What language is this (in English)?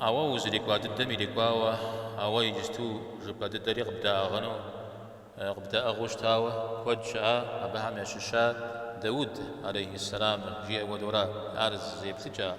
Kabardian